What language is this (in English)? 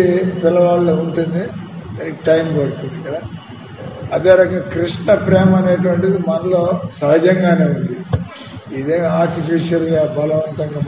Telugu